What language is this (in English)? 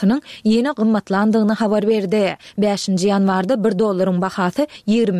Turkmen